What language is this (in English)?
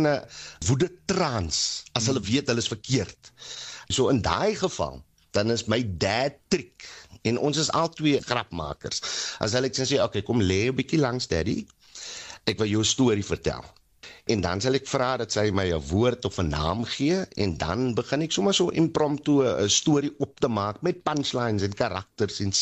Afrikaans